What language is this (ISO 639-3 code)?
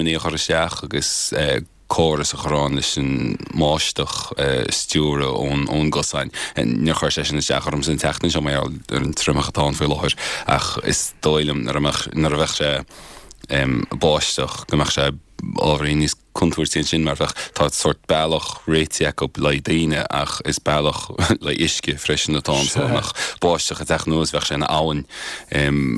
gle